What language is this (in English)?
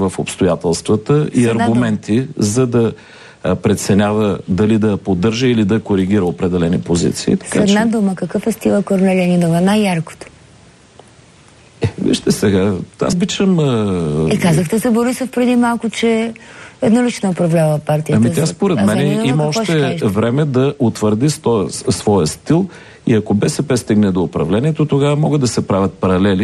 Bulgarian